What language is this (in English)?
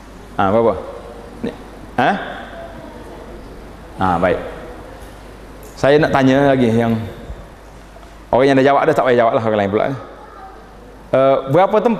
Malay